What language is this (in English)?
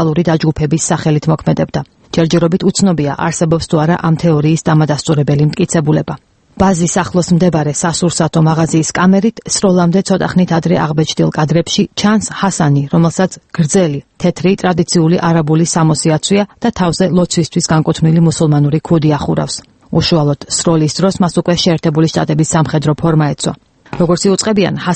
Georgian